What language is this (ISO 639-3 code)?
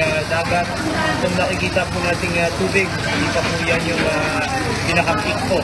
fil